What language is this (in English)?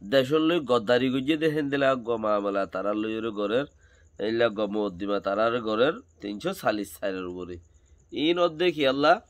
Rohingya